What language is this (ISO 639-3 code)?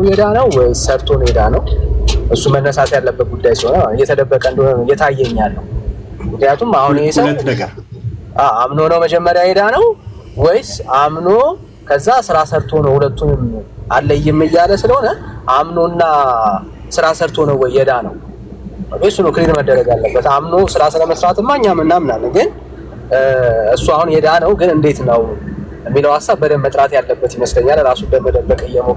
amh